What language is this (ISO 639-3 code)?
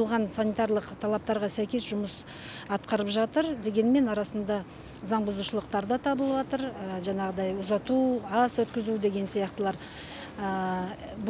kaz